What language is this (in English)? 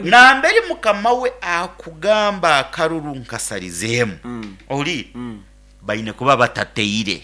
Nyoro